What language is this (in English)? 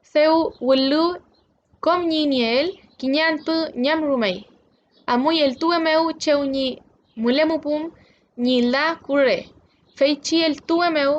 Mapuche